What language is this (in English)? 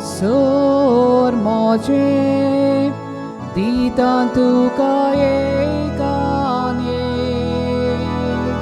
Konkani